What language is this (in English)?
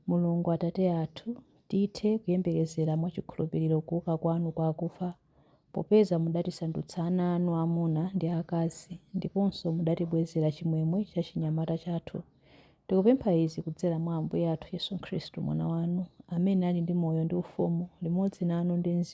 Nyanja